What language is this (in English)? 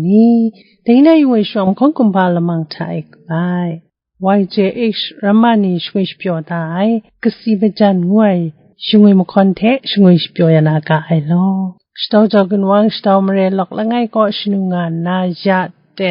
Kachin